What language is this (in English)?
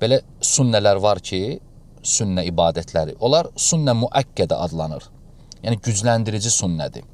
Azerbaijani